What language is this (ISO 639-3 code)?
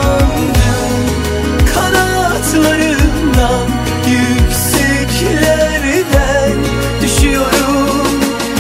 tur